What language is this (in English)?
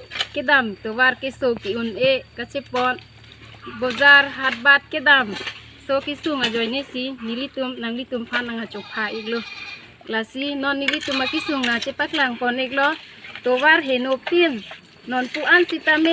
Karbi